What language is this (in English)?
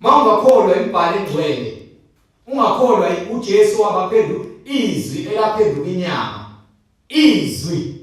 Zulu